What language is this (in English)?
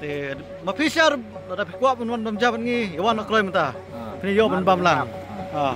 Khasi